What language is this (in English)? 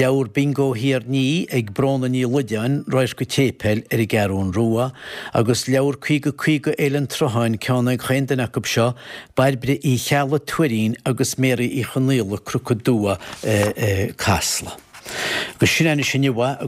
Irish